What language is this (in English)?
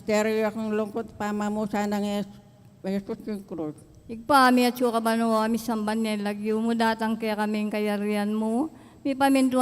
Pampanga